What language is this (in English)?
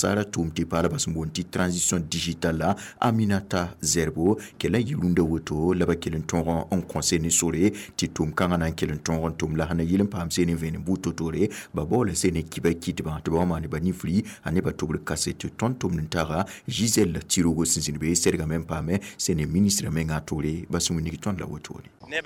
Mossi